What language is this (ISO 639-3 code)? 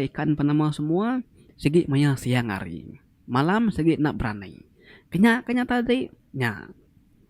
iba